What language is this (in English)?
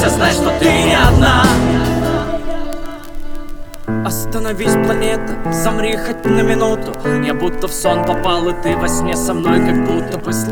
Russian